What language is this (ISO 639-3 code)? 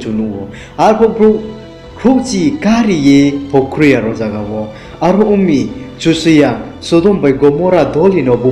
ria